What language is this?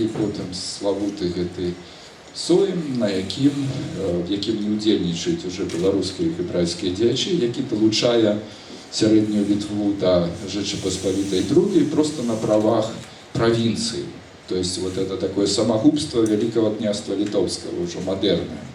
Belarusian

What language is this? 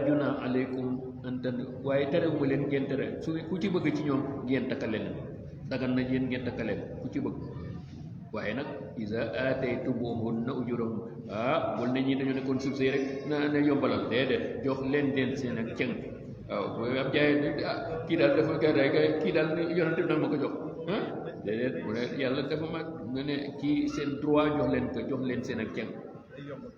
Wolof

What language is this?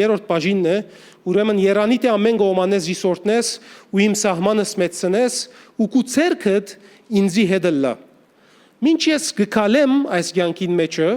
Western Armenian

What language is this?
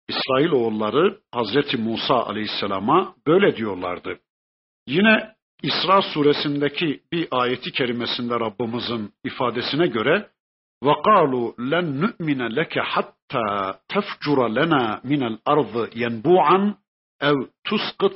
Turkish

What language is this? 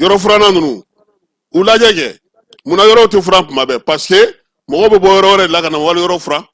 Bambara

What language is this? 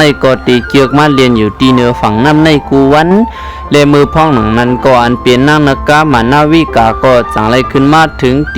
Shan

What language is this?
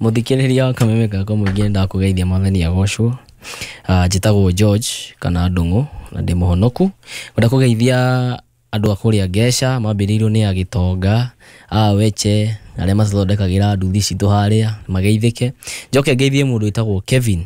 Kikuyu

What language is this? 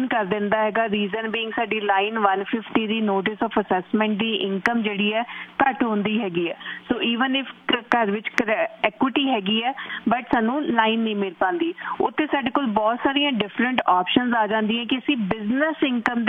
Punjabi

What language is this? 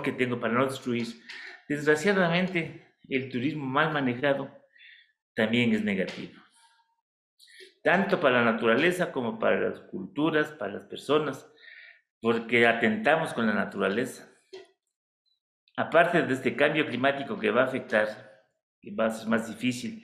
Spanish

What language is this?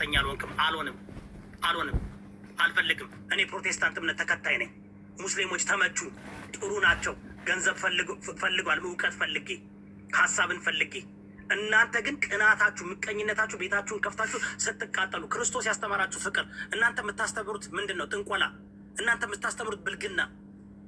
Amharic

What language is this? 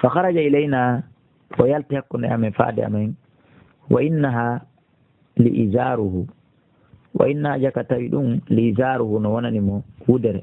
Fula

